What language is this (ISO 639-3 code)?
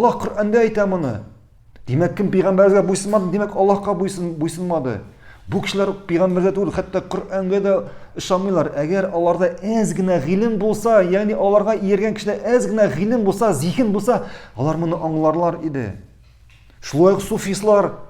tat